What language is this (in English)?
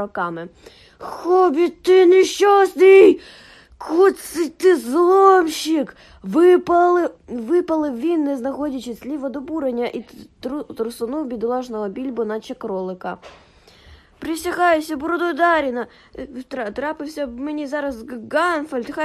Ukrainian